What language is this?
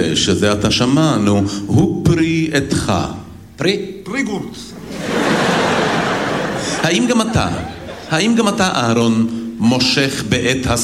Hebrew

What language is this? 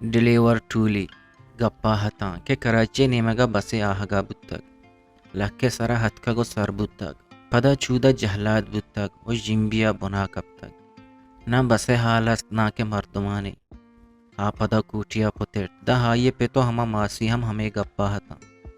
Eastern Balochi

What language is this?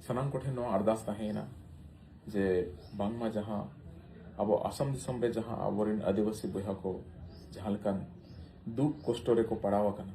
Santali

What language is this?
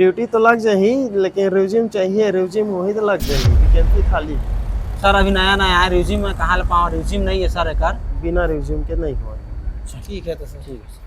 Chhattisgarhi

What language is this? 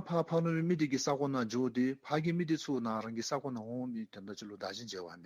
Dzongkha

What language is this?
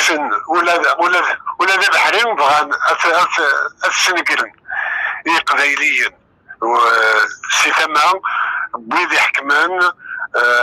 Kabyle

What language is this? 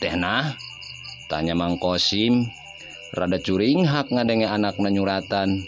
Sundanese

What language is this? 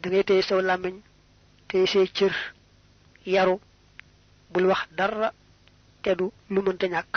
Wolof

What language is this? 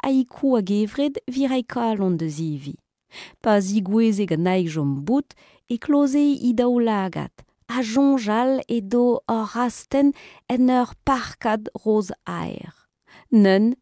Breton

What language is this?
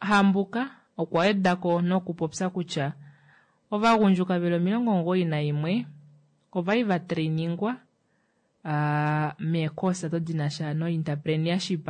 Kuanyama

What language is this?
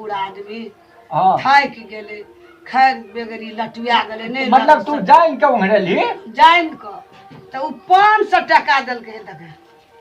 Maithili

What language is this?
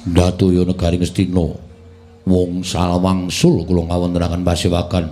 Javanese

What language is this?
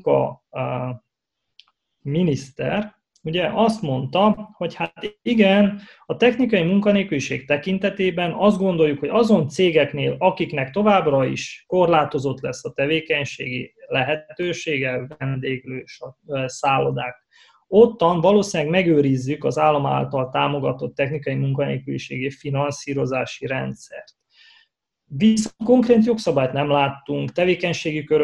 Hungarian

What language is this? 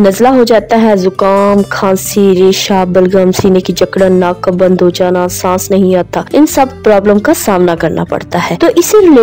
Hindi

